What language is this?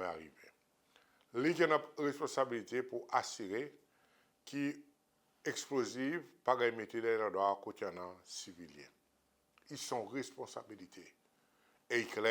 Seselwa Creole French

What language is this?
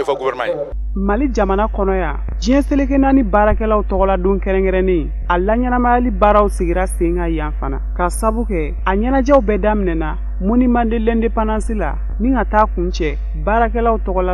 Bambara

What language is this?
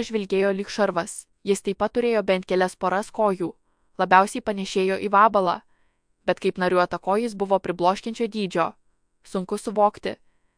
Lithuanian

